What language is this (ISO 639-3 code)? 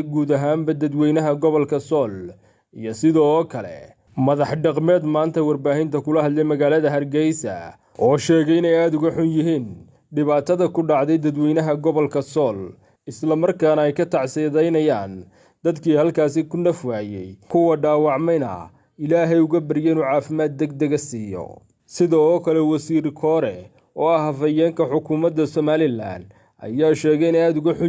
som